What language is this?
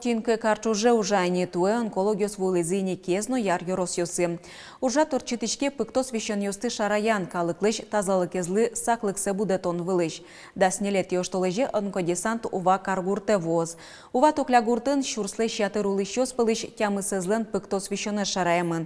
Udmurt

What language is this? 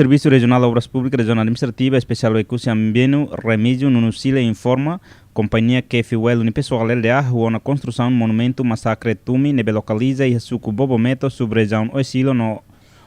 Tetum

